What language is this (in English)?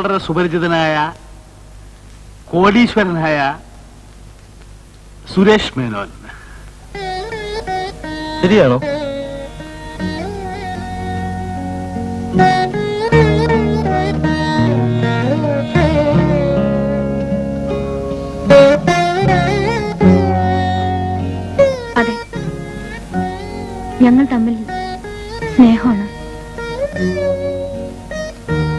Malayalam